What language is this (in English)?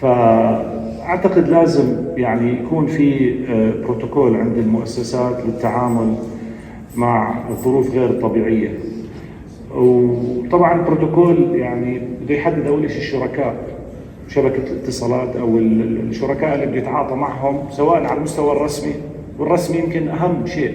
North Levantine Arabic